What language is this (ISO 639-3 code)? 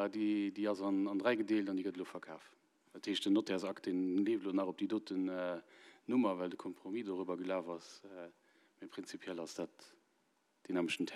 ltz